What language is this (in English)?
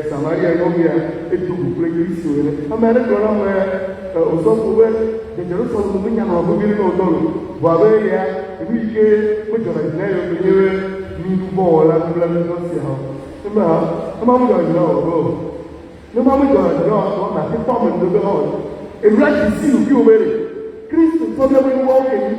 Ewe